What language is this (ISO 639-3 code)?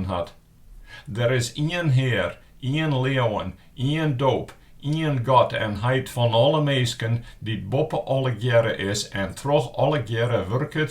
fry